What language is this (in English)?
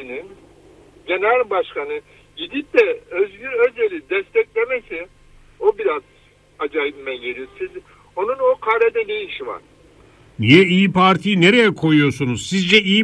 Turkish